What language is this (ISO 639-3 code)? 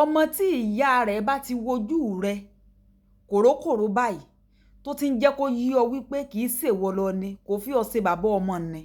yor